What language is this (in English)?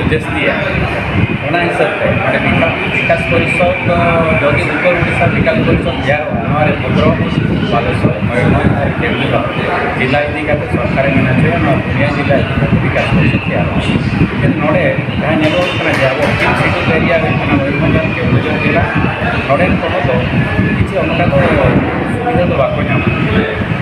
Santali